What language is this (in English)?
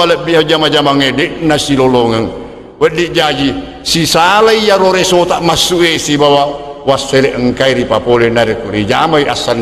Buginese